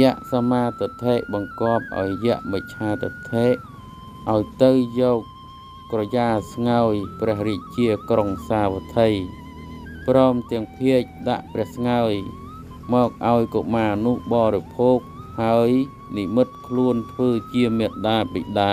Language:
Khmer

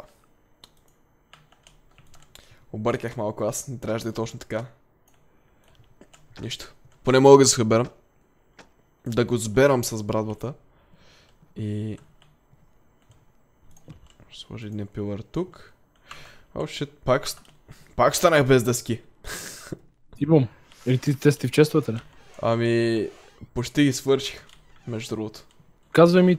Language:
Bulgarian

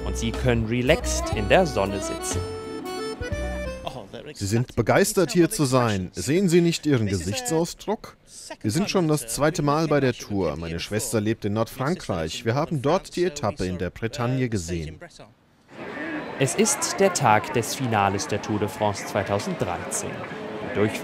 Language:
German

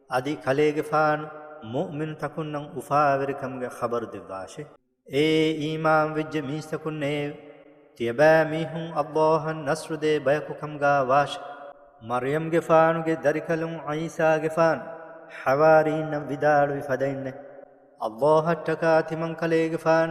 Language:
Divehi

